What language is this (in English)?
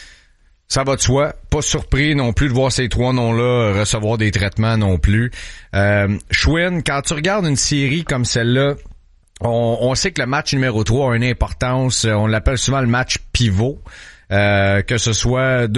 French